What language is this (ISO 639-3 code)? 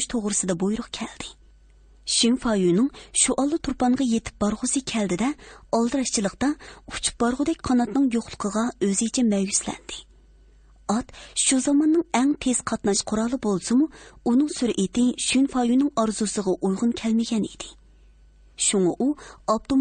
uig